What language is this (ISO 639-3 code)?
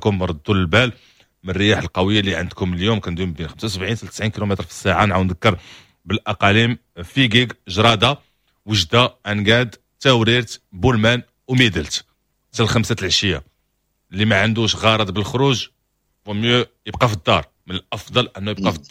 ary